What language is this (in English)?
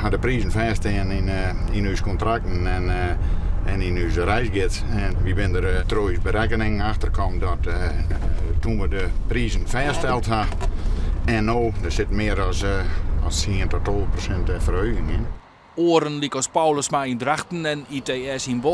Western Frisian